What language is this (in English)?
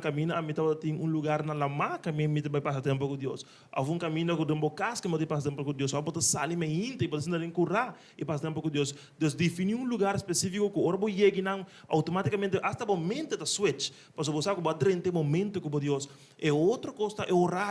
Papiamento